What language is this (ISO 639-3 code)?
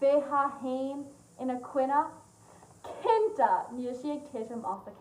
gle